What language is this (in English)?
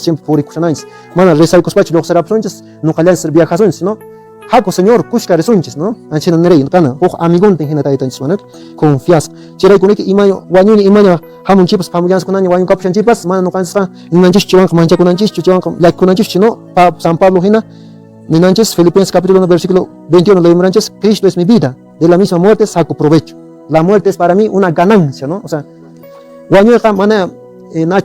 Quechua